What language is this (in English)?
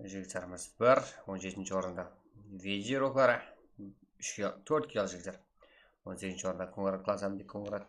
Kara-Kalpak